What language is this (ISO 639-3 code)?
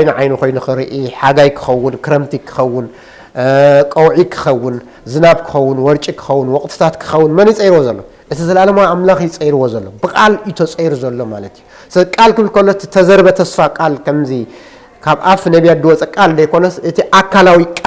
tir